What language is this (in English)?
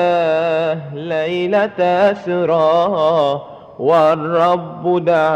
Madurese